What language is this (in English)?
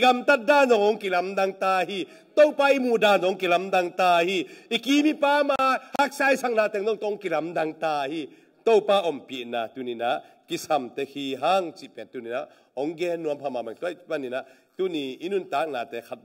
Tedim Chin